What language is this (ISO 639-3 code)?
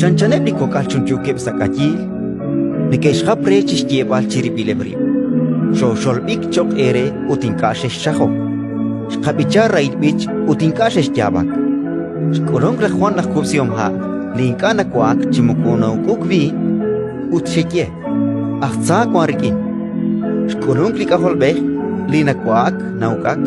kek